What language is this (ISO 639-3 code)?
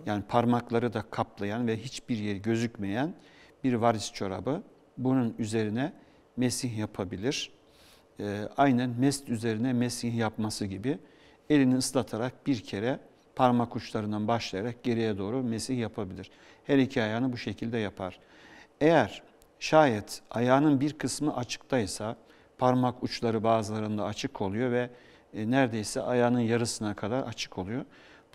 tur